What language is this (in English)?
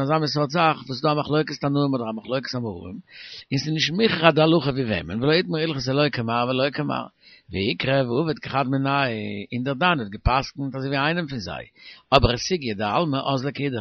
Yiddish